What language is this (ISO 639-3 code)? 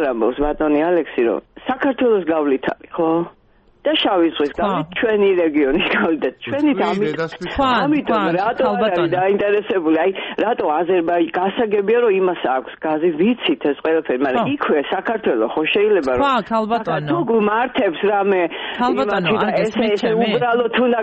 kat